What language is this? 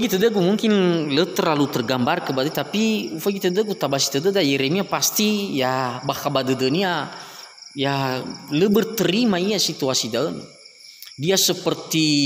Nias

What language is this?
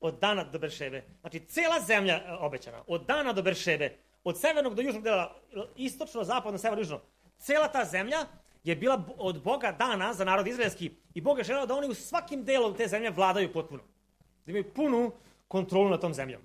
Serbian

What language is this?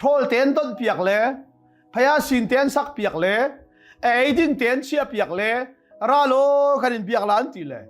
Hakha Chin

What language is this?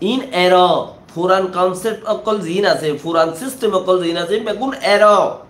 Rohingya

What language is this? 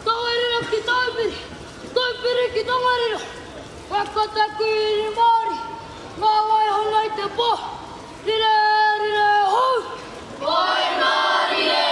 Māori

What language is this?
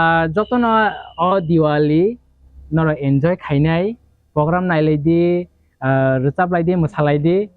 Kok Borok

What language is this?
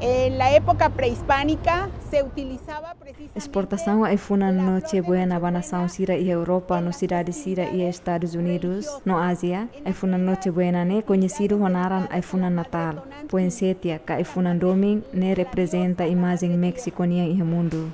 Tetum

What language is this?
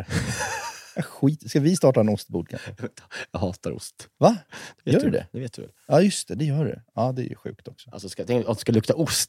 Swedish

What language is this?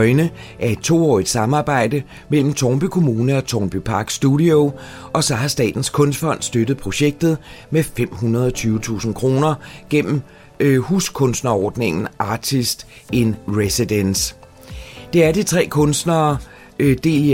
Danish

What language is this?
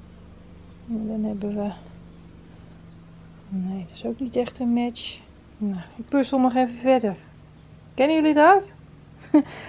Dutch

